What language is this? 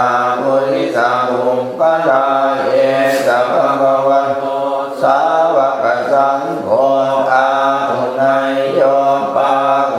Pali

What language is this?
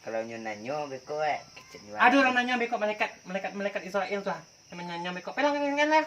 Minangkabau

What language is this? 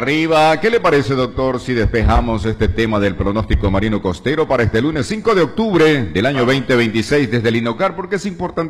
Spanish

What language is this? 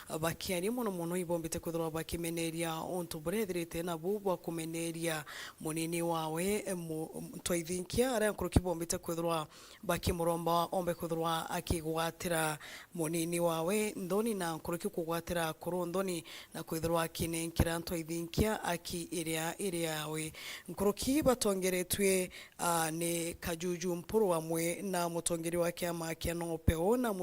Meru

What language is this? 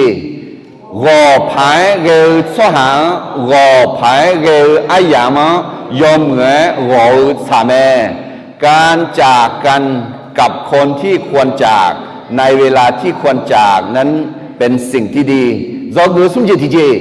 Akha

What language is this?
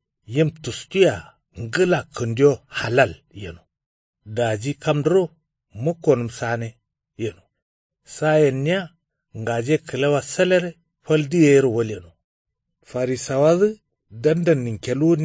Kanuri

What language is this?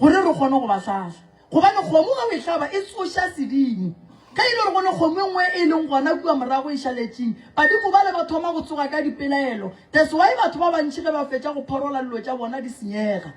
Northern Sotho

